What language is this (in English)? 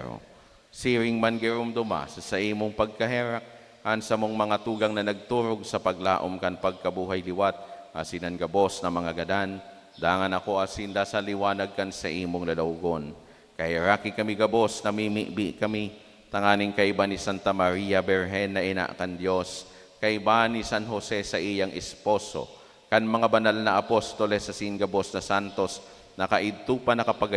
Bikol